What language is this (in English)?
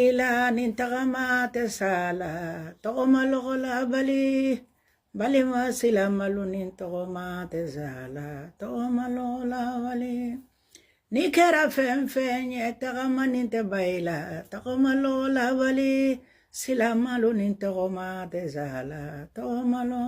Bambara